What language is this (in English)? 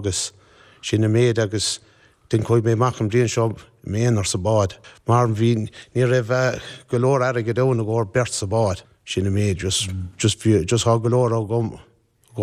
Irish